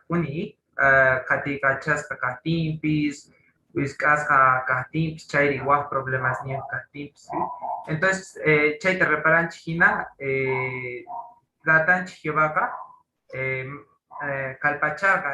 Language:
Quechua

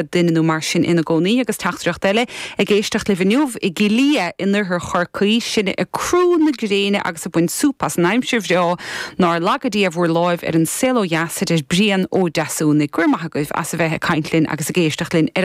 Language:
Irish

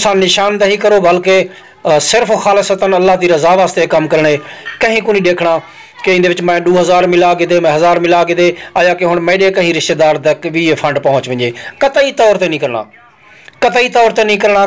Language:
Saraiki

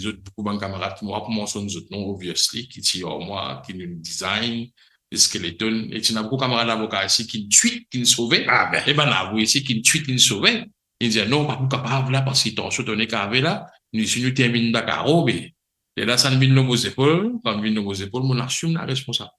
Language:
Morisyen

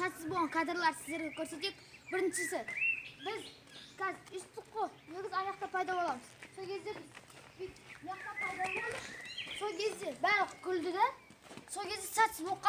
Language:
Kazakh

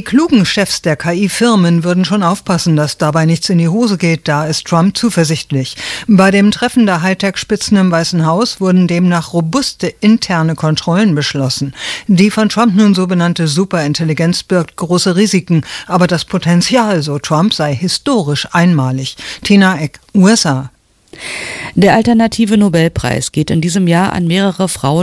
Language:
German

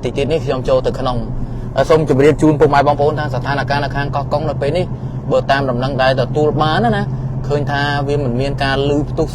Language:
Khmer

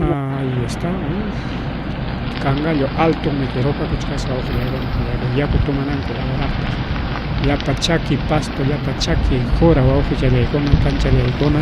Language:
Ayacucho Quechua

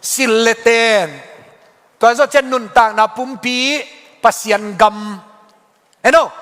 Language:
Tedim Chin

